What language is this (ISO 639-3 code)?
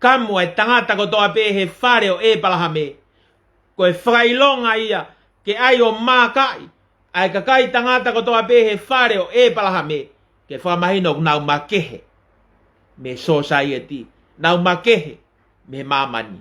ton